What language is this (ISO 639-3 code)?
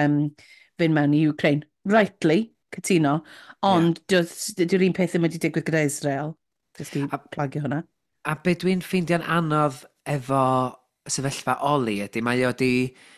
cym